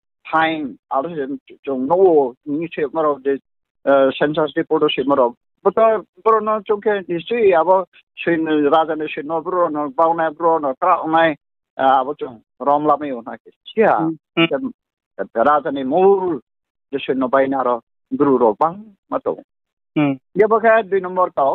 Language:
Riang (India)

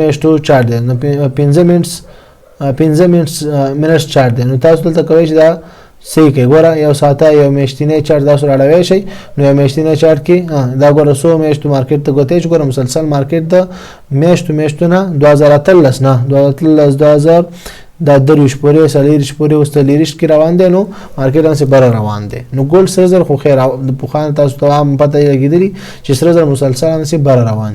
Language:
Pashto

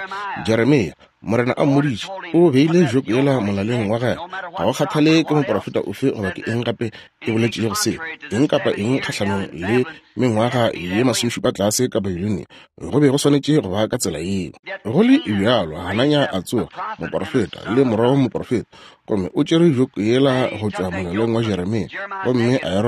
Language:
Northern Sotho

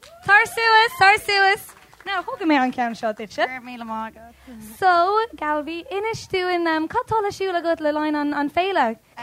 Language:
Irish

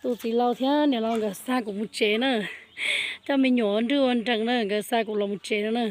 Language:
Hmong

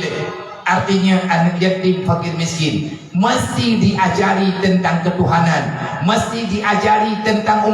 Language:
Achinese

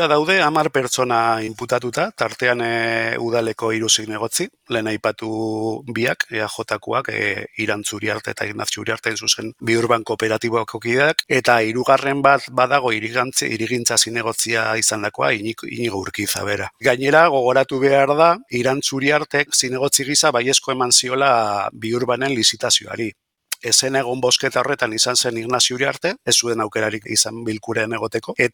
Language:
Basque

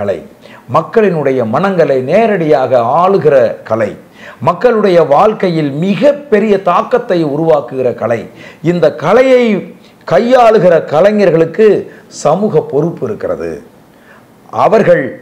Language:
Tamil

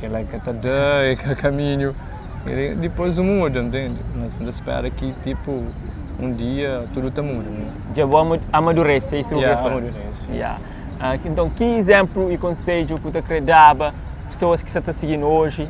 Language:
Kabuverdianu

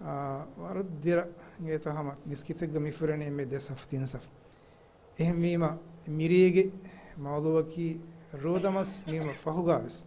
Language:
Divehi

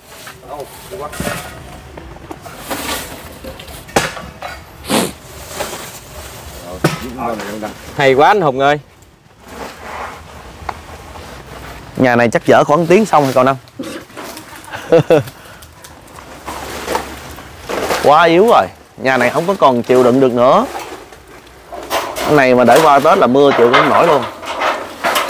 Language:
Vietnamese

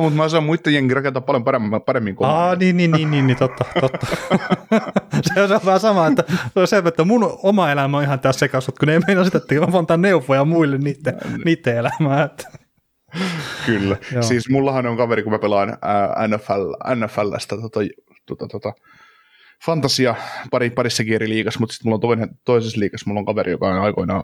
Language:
Finnish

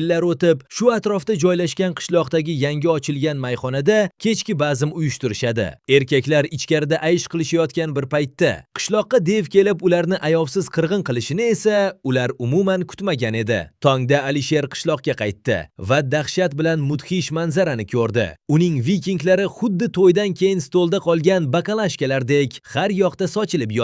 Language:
Uzbek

